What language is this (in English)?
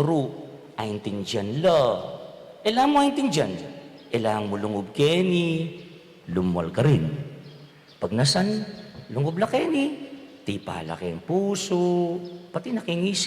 Pampanga